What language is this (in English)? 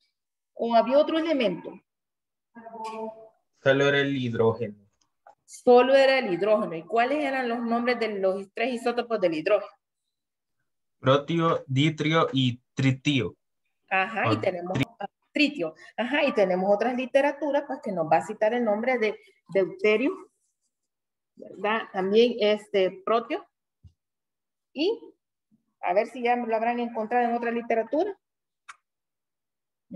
Spanish